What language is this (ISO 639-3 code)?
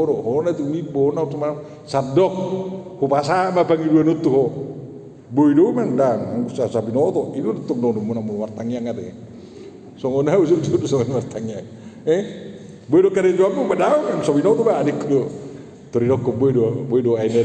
bbc